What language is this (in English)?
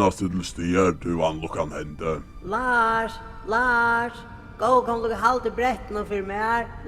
Faroese